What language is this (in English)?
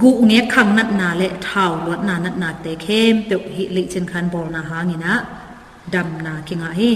Tedim Chin